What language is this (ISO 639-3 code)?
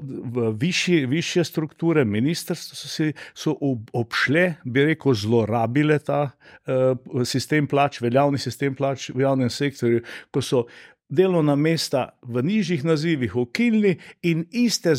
slv